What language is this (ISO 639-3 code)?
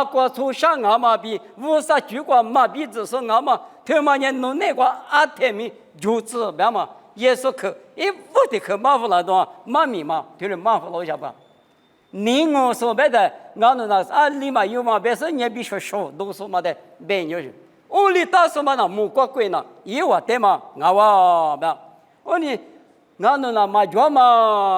lis